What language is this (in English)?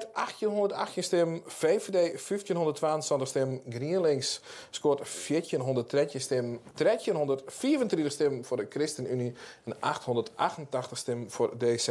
Western Frisian